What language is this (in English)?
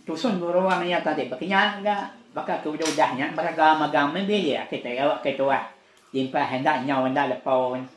Iban